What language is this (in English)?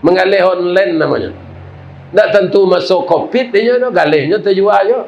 Minangkabau